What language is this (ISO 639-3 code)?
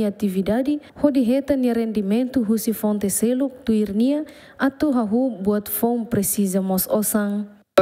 tet